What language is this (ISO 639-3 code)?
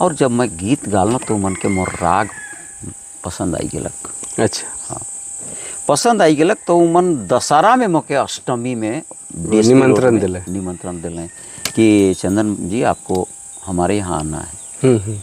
sck